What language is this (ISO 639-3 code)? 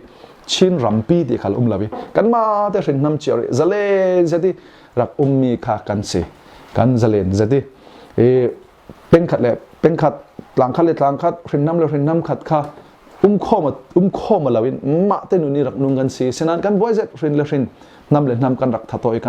cfm